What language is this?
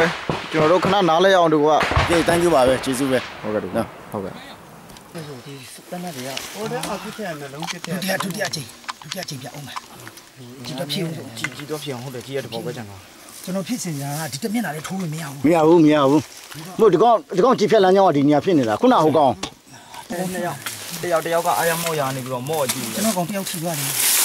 Burmese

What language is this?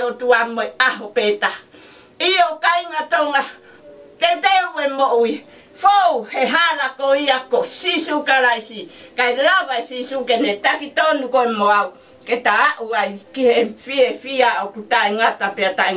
Tongan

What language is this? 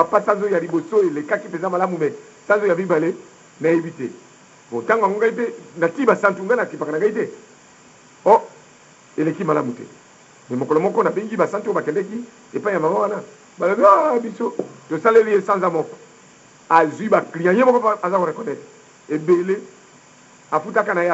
Lingala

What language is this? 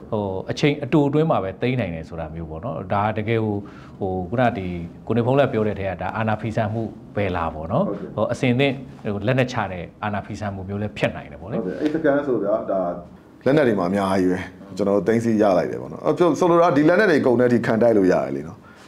Burmese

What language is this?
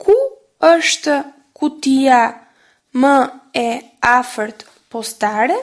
Albanian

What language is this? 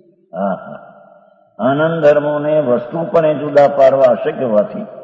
Gujarati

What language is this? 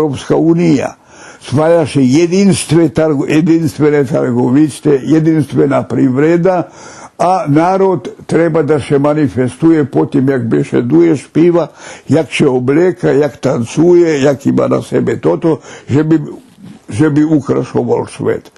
Rusyn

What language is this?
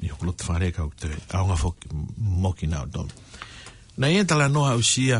Tongan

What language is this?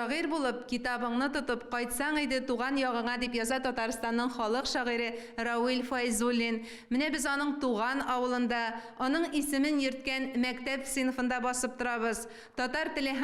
Tatar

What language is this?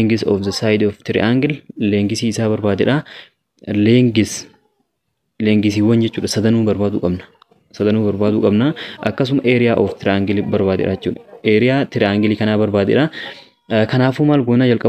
Oromo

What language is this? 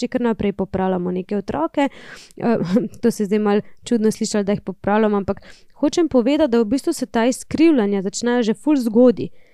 Slovenian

